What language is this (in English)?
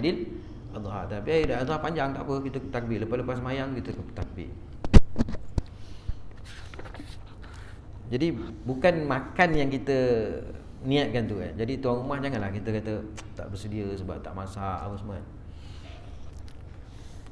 Malay